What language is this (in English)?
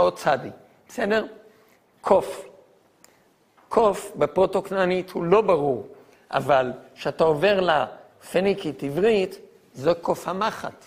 Hebrew